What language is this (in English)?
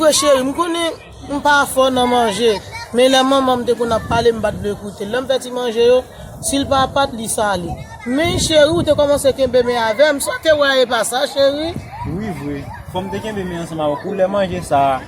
Haitian Creole